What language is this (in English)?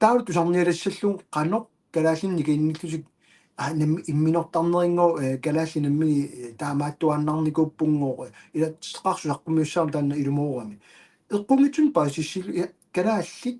Kalaallisut